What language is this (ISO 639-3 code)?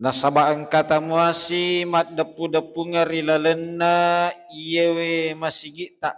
bug